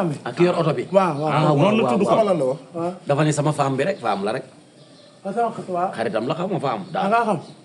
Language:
Wolof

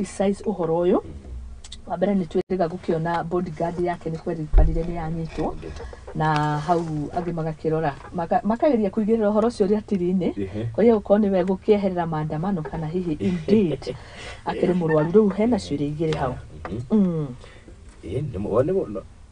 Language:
Kikuyu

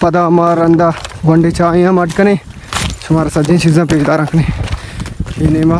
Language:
Baluchi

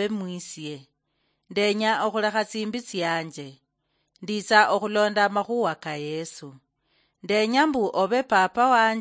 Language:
Luyia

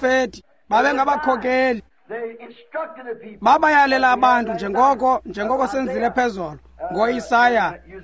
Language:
Xhosa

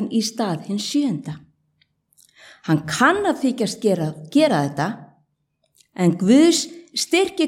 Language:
Icelandic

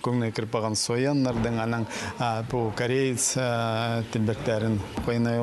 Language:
Khakas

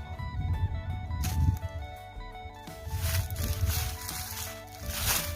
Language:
Lao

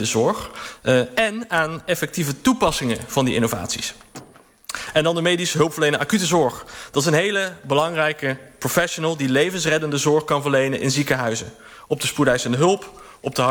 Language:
Dutch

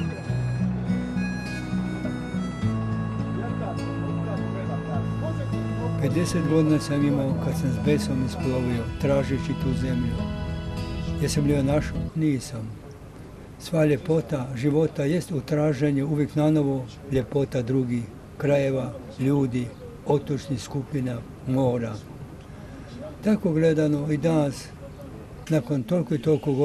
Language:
Croatian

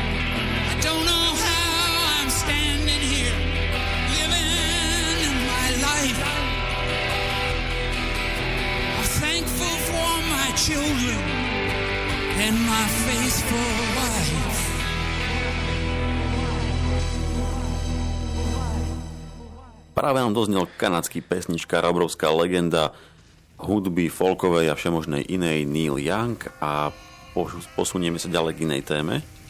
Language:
Slovak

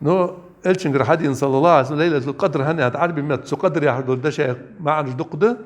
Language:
Ingush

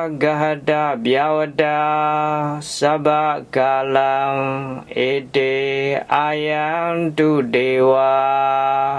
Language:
Pali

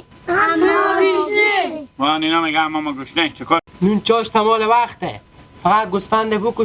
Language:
Hazaragi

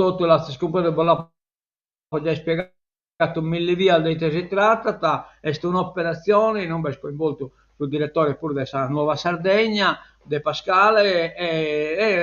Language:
Sardinian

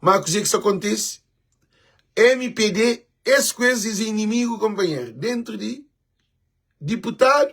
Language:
Kabuverdianu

